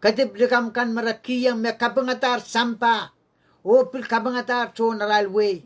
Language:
Pohnpeian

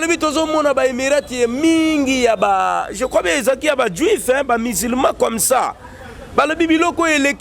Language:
Lingala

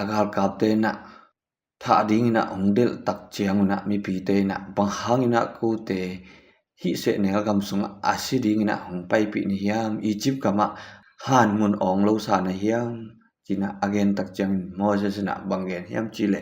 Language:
Tedim Chin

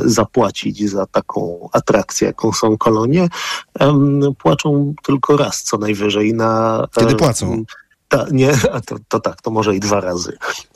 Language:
Polish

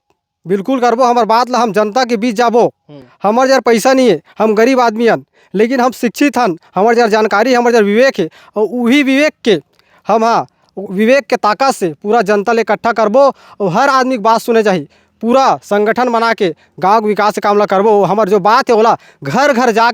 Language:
Chhattisgarhi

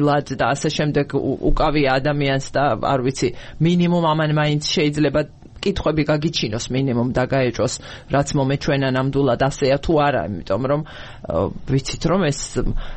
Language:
Georgian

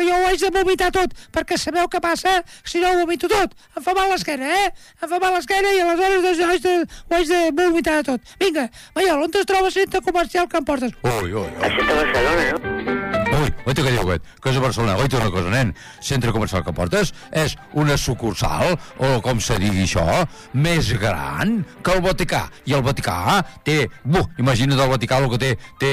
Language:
Catalan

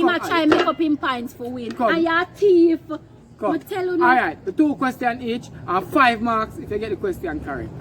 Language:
Jamaican Creole English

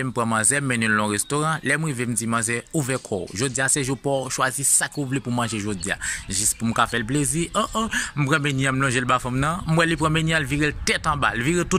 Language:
Haitian Creole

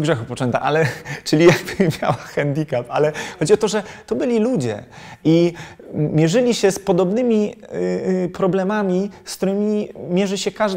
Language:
Polish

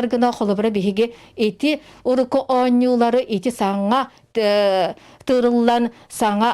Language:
Yakut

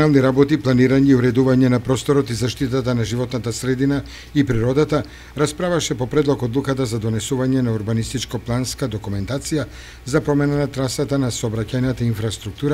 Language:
Macedonian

